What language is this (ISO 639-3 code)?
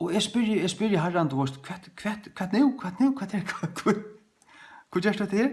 fao